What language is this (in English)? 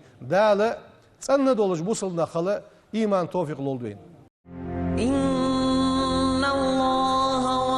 Ingush